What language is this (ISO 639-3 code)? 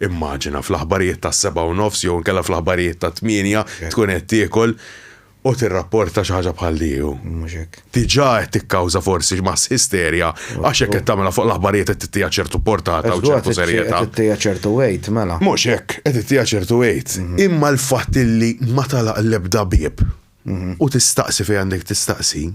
mlt